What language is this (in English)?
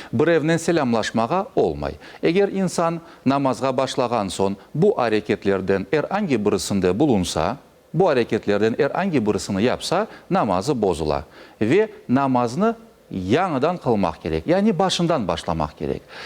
Crimean Tatar